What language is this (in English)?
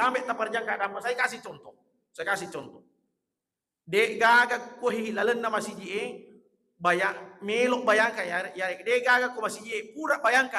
Buginese